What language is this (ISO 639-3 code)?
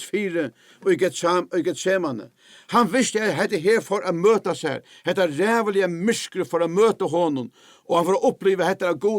fao